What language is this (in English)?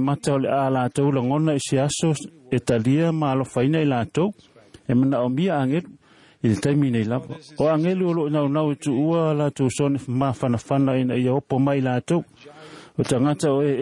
Samoan